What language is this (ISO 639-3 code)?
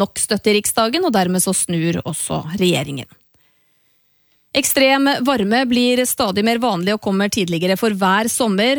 nor